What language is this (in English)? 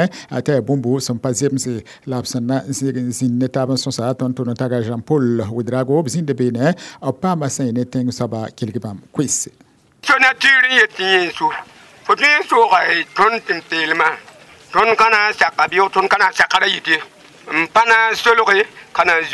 Mossi